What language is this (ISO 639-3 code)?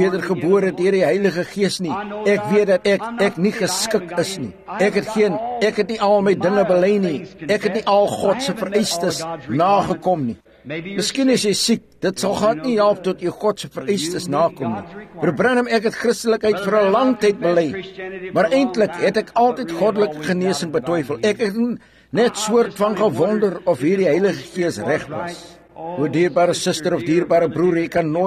afr